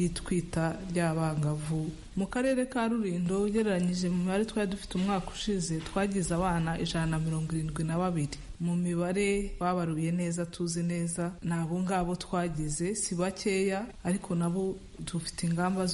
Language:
Kinyarwanda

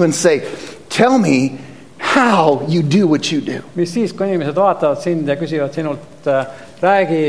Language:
Estonian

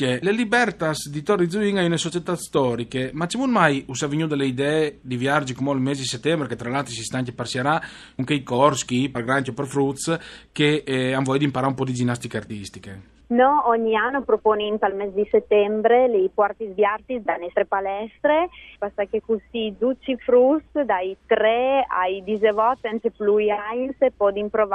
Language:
Friulian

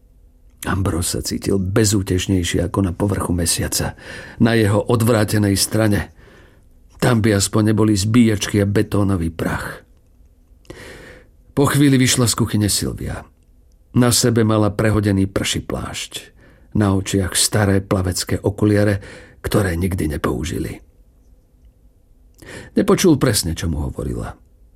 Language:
Slovak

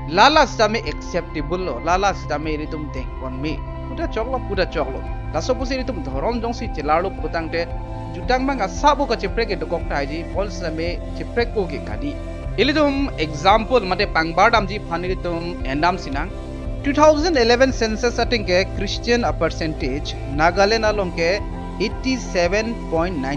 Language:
Karbi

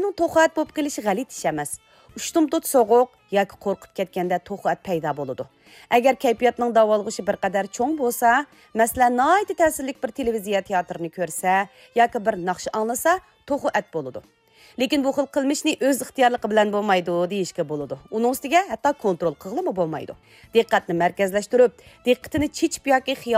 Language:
Uyghur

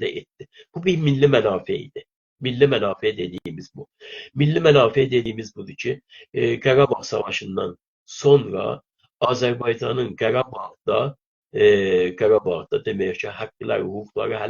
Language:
South Azerbaijani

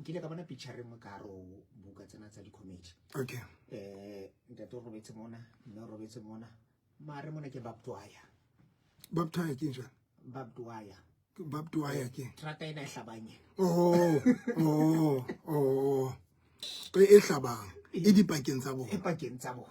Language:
Southern Sotho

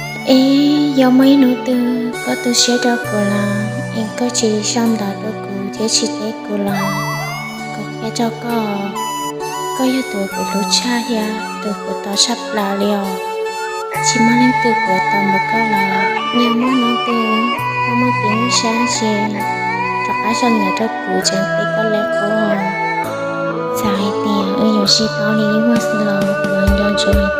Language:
Hmong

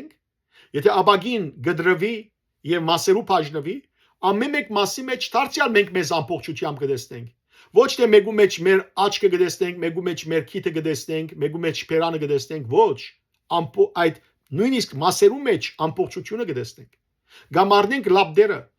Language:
Western Armenian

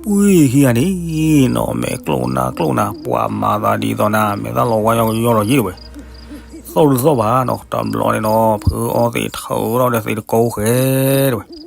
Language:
S'gaw Karen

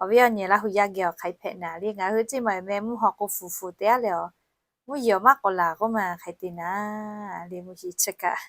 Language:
Lahu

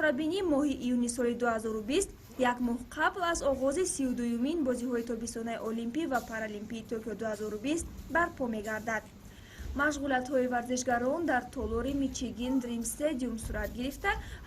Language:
Tajik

